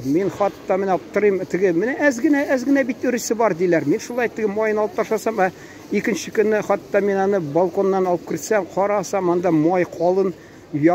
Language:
Tatar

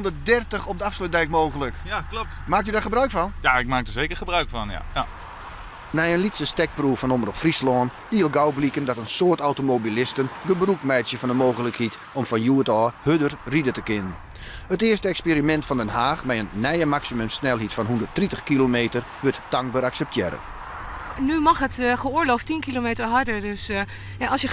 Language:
Western Frisian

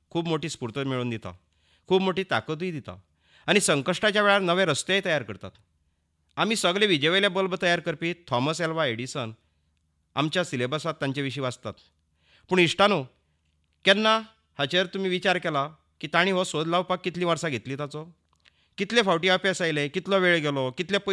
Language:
Konkani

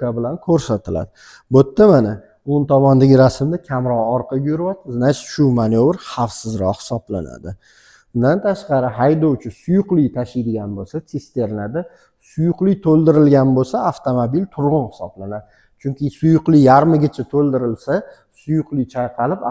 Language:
Uzbek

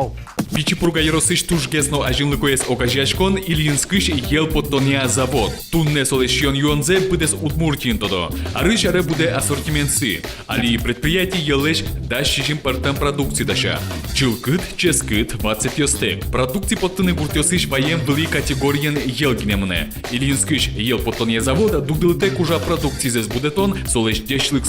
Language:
Udmurt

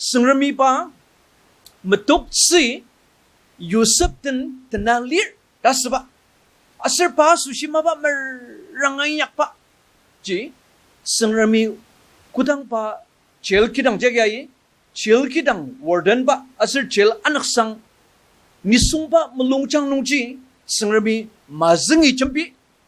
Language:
Ao Naga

